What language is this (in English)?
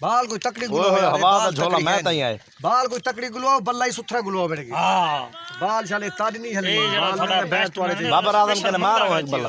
Saraiki